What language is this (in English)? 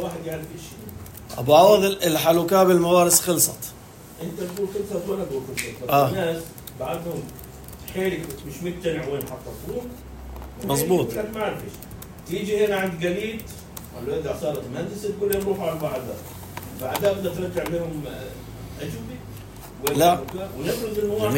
North Levantine Arabic